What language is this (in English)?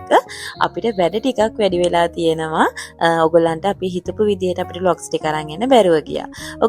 Sinhala